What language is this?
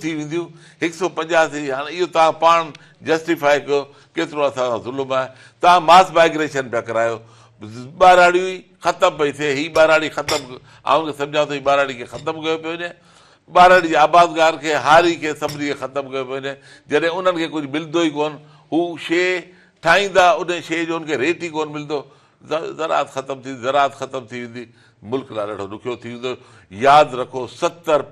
Sindhi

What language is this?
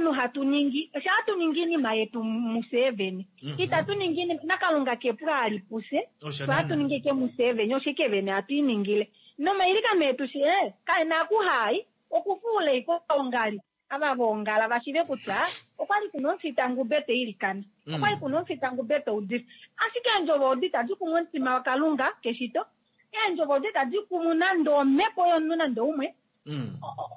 Kuanyama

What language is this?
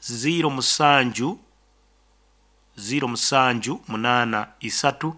Nyoro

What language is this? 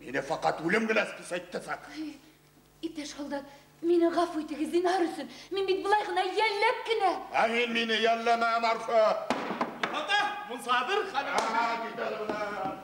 Bashkir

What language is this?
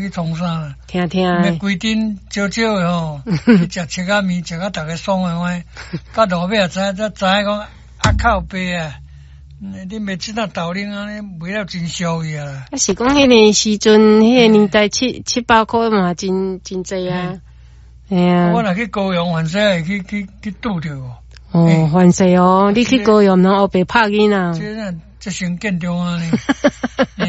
Min Nan Chinese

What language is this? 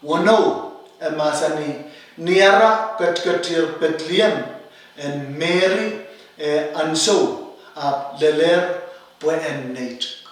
Pohnpeian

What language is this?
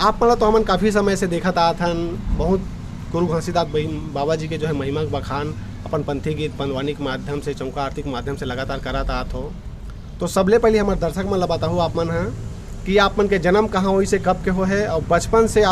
Chhattisgarhi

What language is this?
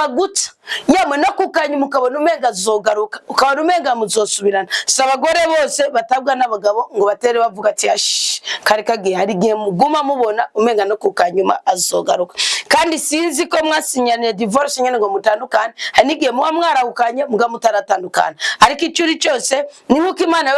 Rundi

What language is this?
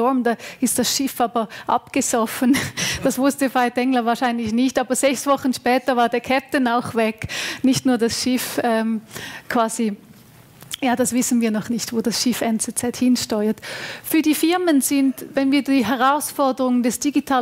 German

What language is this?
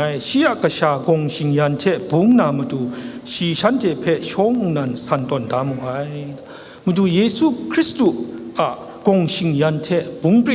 Kachin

